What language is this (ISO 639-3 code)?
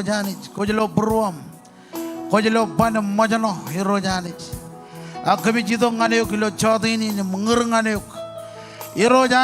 mah